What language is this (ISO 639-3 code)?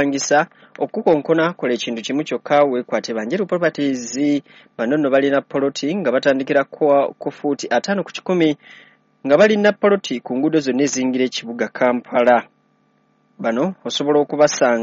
lug